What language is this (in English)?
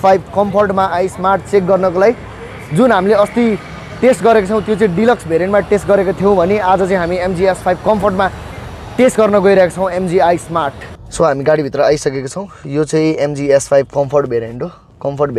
Nepali